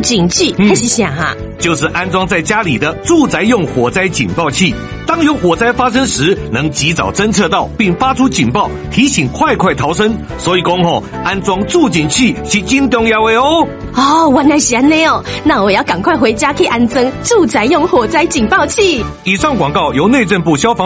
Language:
Chinese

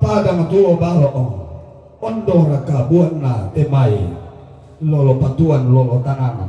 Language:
Toraja-Sa'dan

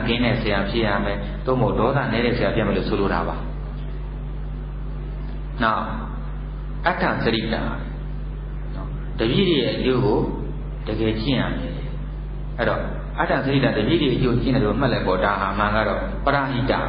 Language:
Burmese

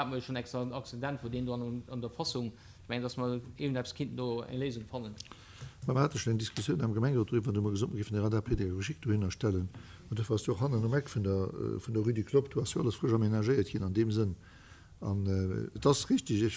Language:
Luxembourgish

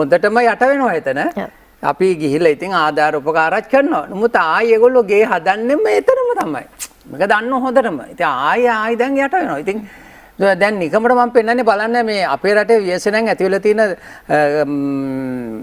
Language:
Sinhala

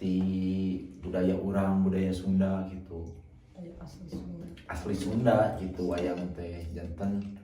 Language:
Sundanese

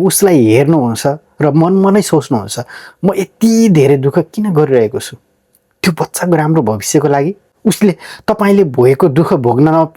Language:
Nepali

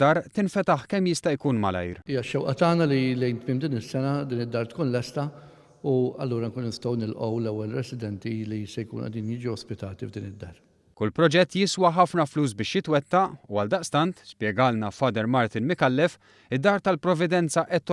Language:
Maltese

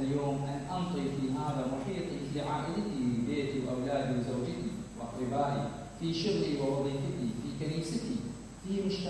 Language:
Mesopotamian Arabic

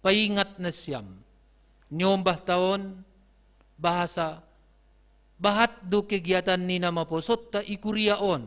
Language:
Batak Simalungun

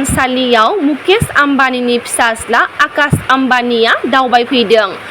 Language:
Bodo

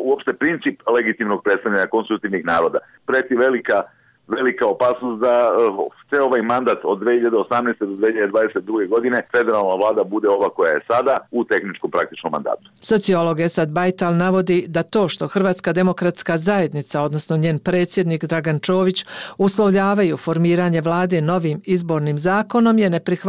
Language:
Bosnian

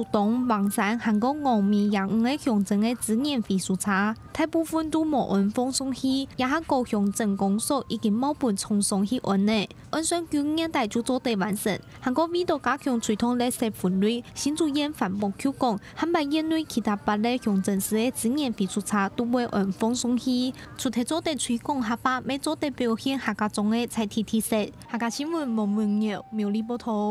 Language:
Hakka Chinese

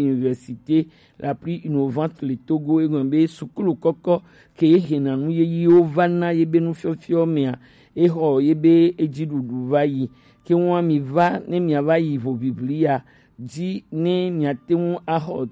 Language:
Gen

